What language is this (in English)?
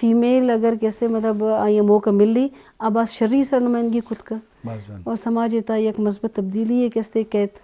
Eastern Balochi